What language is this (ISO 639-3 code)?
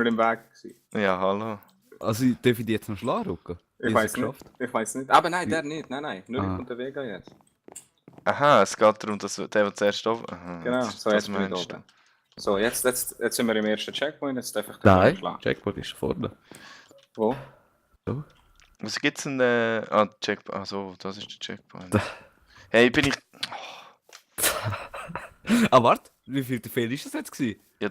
gsw